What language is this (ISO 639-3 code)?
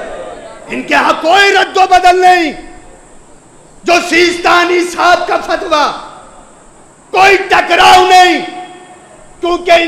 urd